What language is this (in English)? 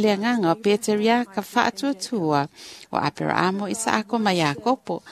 Samoan